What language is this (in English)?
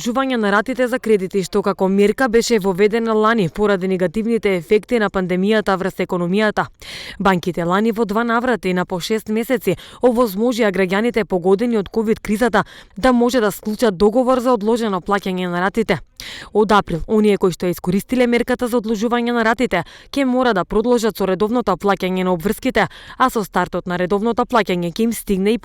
Macedonian